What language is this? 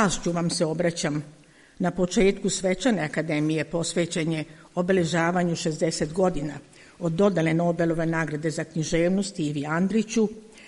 Serbian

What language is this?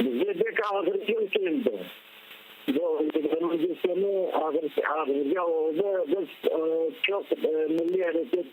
Crimean Tatar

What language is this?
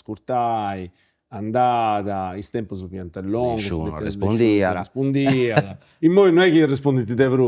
Sardinian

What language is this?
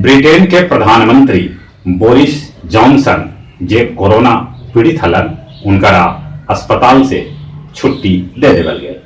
Magahi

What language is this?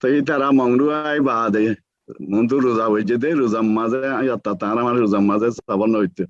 Rohingya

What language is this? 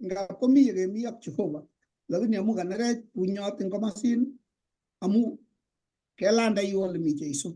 Kalenjin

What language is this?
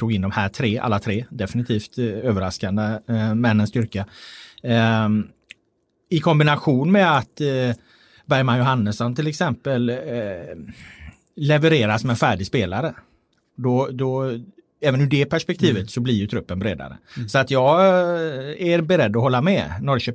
Swedish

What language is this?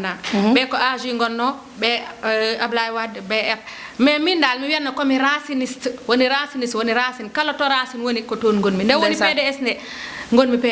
Fula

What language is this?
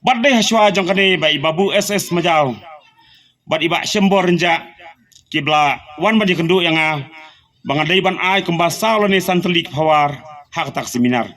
Khasi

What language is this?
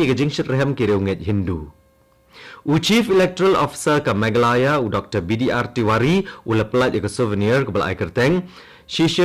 Khasi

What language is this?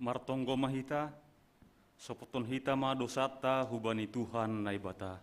Batak Simalungun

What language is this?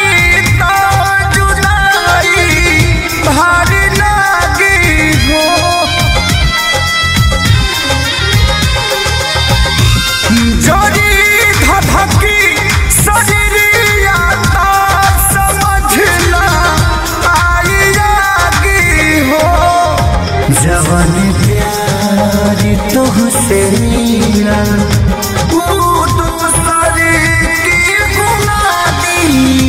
Bhojpuri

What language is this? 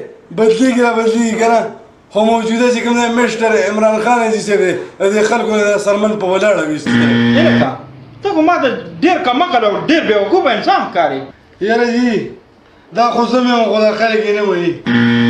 Pashto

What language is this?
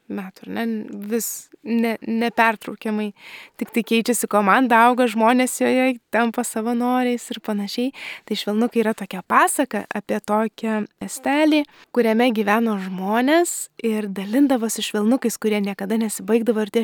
Lithuanian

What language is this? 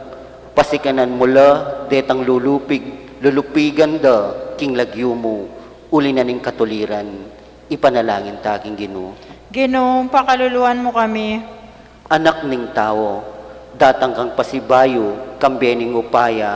Pampanga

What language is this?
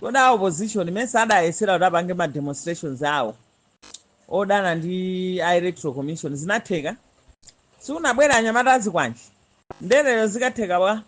Nyanja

